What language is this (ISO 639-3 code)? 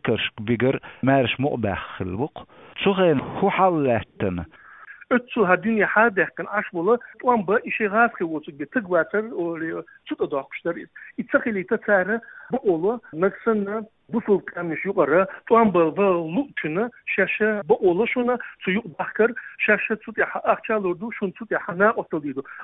che